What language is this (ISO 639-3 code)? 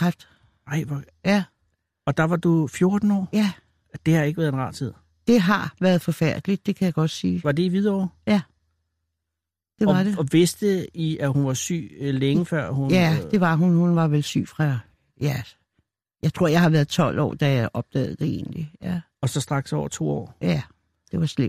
dan